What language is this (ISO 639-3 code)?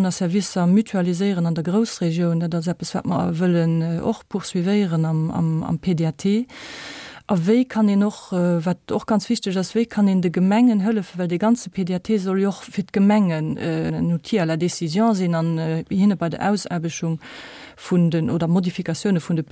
ltz